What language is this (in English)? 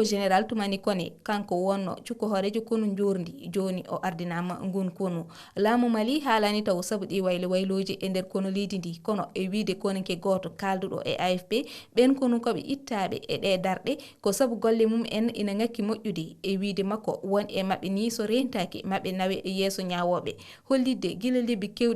Fula